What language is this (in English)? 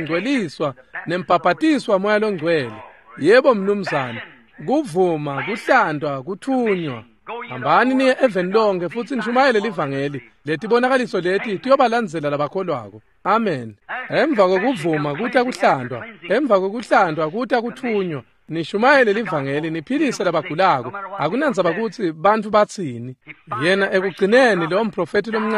Swati